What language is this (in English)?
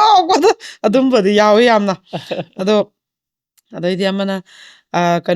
Manipuri